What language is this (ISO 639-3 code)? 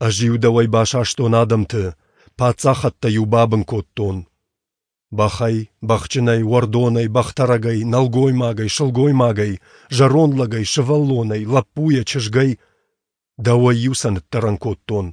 oss